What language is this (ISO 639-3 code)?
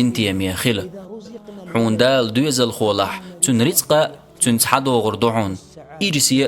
che